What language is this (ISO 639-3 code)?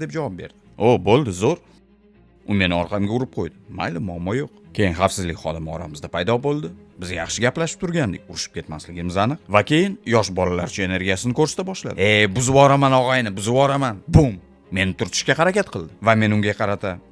uzb